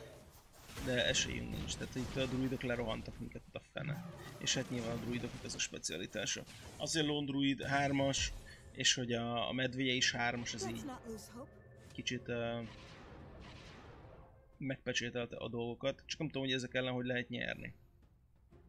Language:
Hungarian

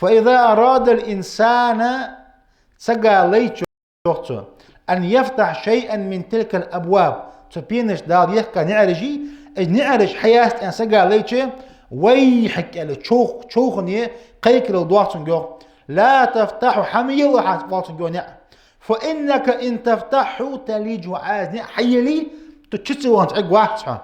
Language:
Ingush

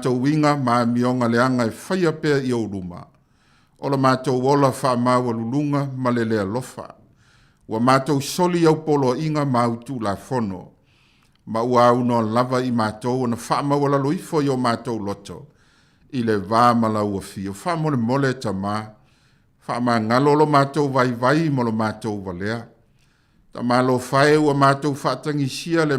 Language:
Samoan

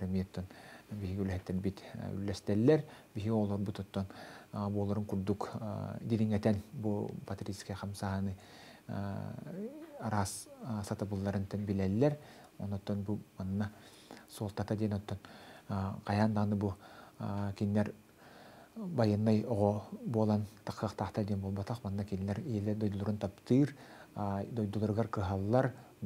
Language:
Yakut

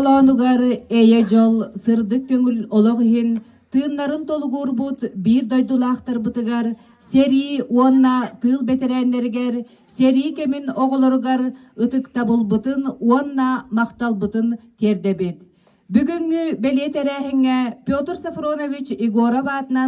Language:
Yakut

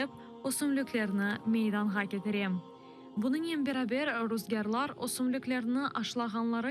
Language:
Crimean Tatar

